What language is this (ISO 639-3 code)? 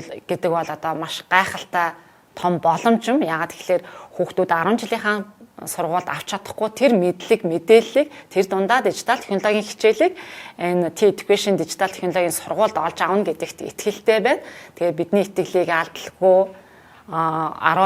mon